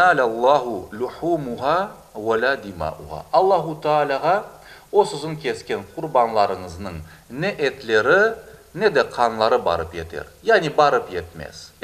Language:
Crimean Tatar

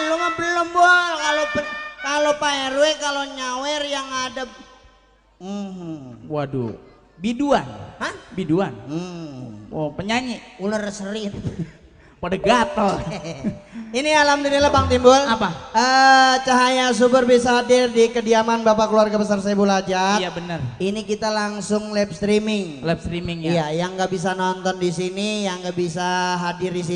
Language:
Betawi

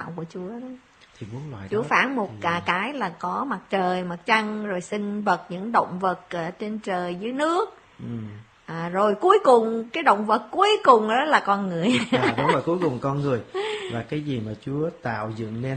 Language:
Vietnamese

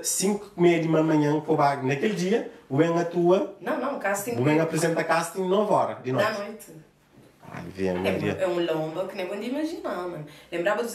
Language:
Kabuverdianu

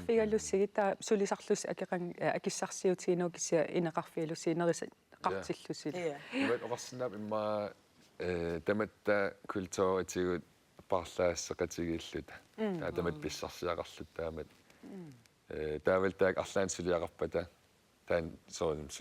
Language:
Kalaallisut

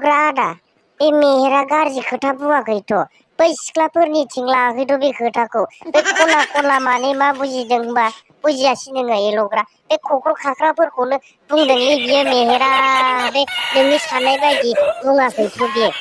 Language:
Bodo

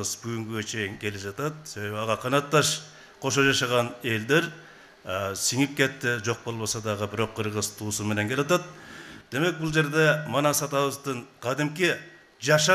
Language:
Kyrgyz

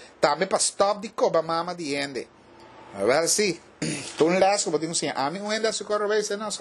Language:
Papiamento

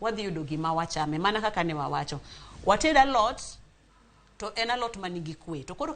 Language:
Luo (Kenya and Tanzania)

